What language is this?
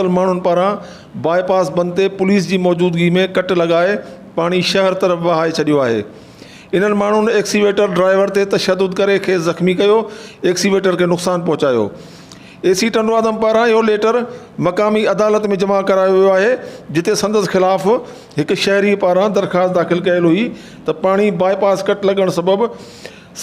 Sindhi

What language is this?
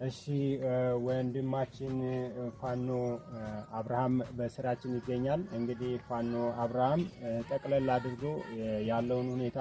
Amharic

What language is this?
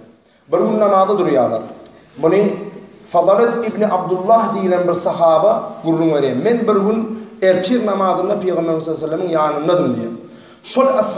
Turkmen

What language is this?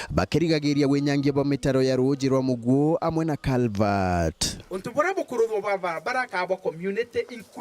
Meru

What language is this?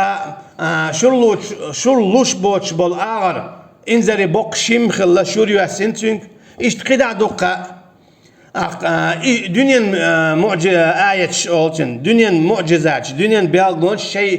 Chechen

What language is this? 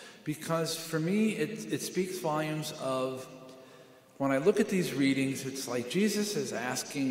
English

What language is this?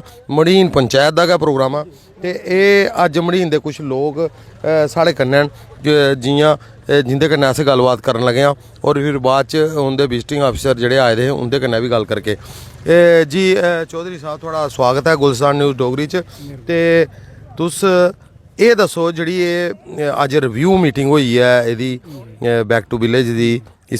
Dogri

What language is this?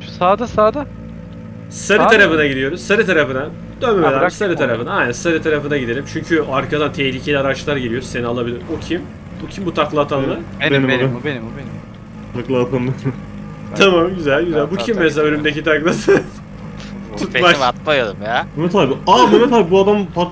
Turkish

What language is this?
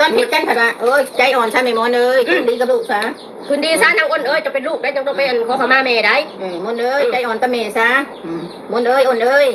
Northeastern Thai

